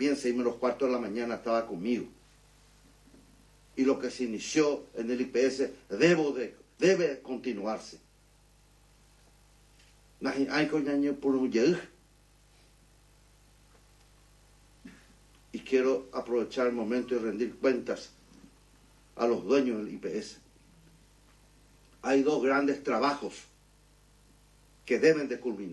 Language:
Spanish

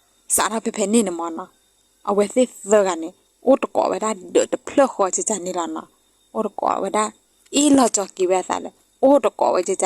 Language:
S'gaw Karen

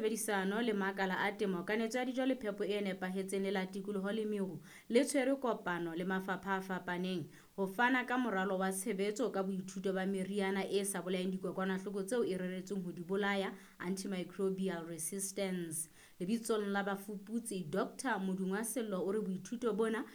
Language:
Southern Sotho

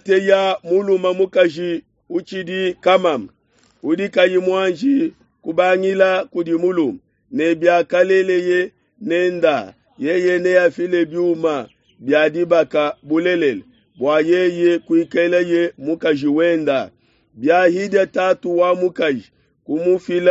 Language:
Luba-Lulua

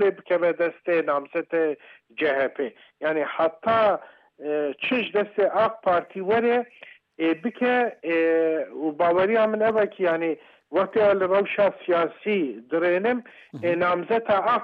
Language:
Kurdish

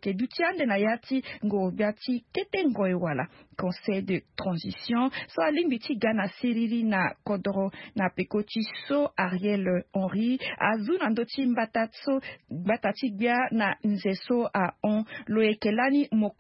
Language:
Sango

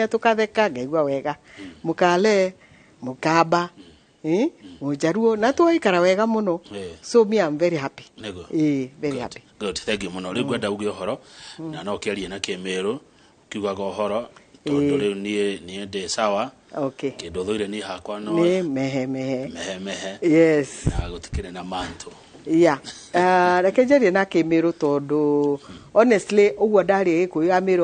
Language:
Kikuyu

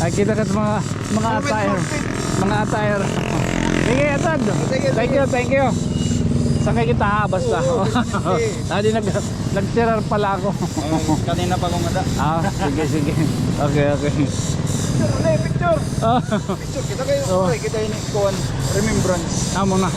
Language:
Waray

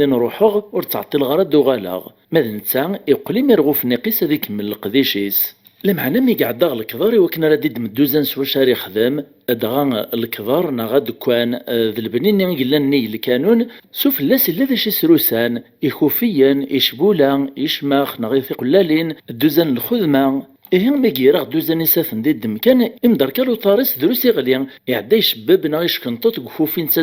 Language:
Kabyle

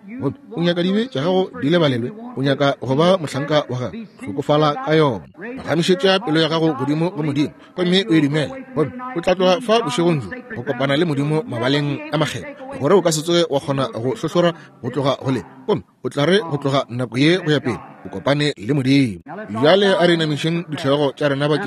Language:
Northern Sotho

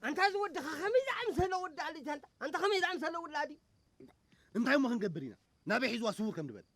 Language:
Tigrinya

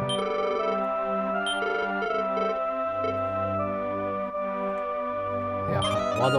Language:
Japanese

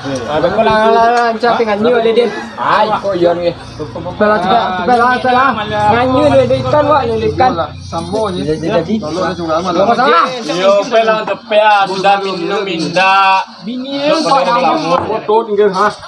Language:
Minangkabau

